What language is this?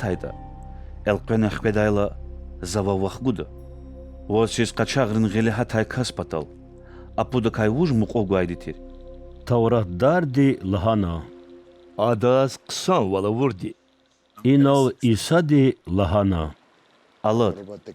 Lezghian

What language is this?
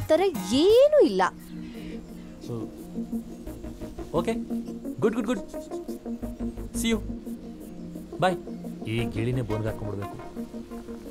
Kannada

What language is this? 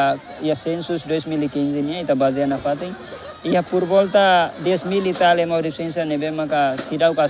Tetum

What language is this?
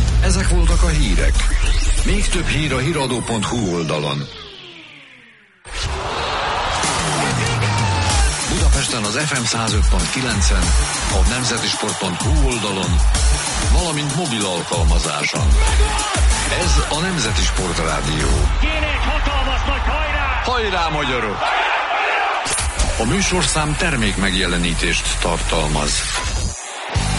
Hungarian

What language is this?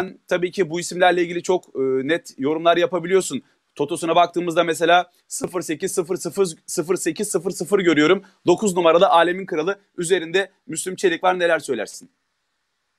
Turkish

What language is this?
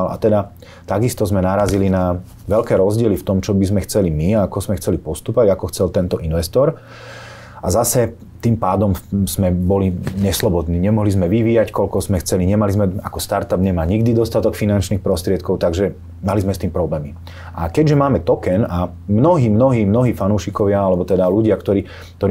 Slovak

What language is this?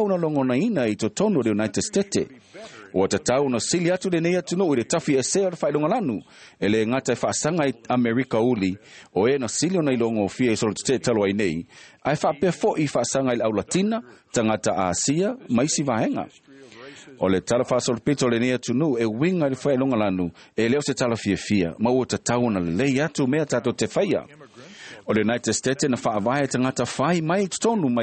Samoan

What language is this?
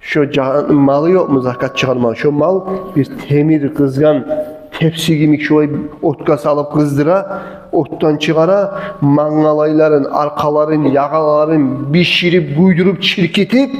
Kumyk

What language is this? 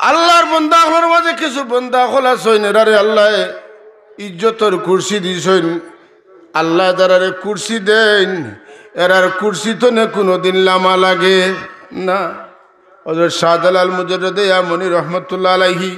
Sylheti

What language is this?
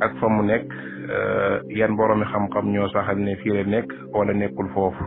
Wolof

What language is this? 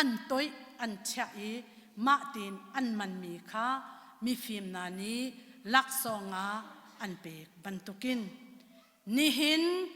Hakha Chin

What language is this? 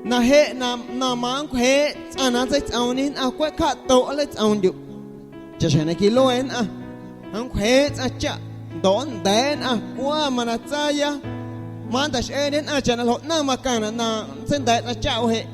Guerrero Amuzgo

